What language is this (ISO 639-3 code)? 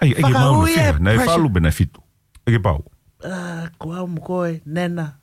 ton